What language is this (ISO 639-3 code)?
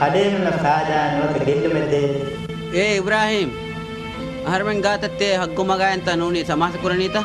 div